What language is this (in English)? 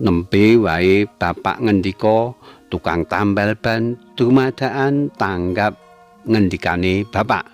Javanese